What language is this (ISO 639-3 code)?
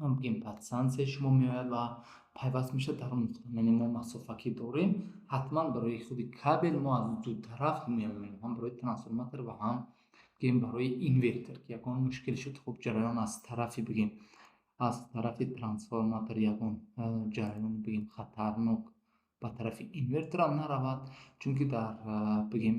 tgk